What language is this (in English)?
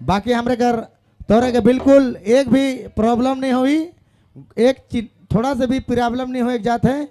Sadri